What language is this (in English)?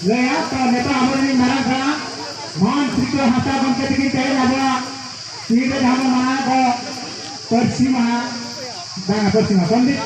Santali